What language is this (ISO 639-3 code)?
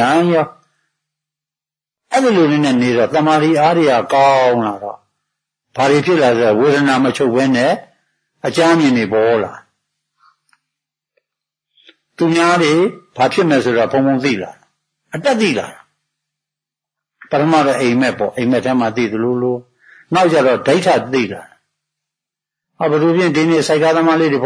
mya